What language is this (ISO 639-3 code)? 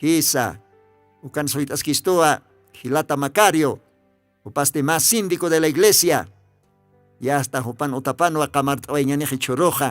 aym